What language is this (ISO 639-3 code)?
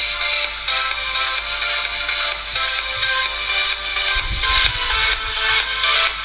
rus